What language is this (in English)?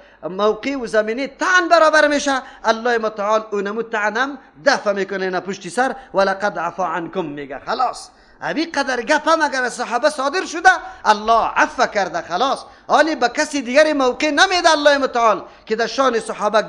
Persian